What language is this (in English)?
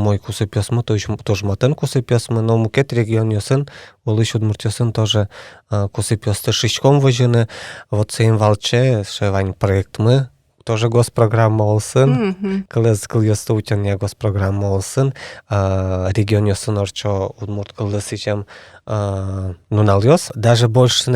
Udmurt